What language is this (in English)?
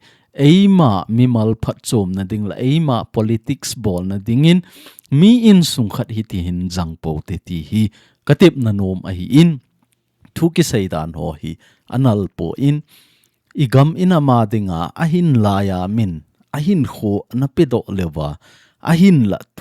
Thado Chin